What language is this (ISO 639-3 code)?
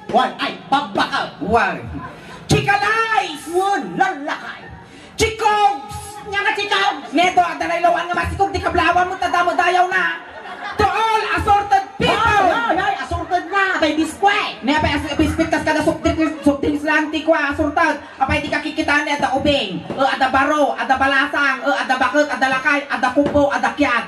ilo